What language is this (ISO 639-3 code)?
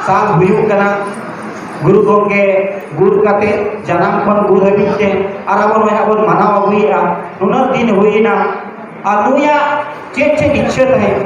sat